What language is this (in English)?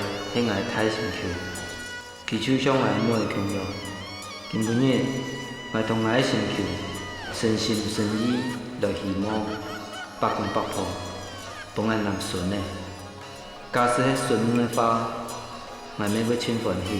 Hakka Chinese